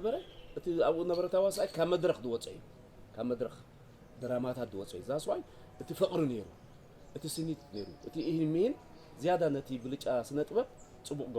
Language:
Tigrinya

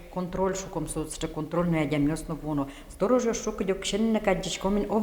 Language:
Udmurt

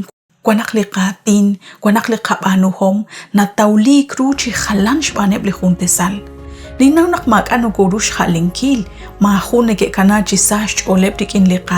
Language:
Kekchí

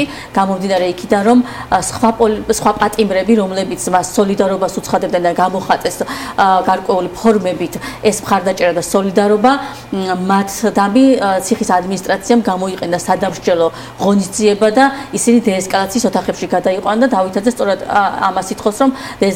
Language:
Georgian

